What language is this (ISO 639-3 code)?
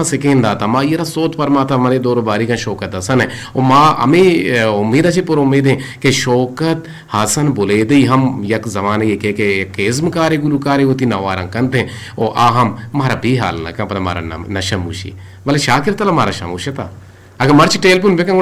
bgp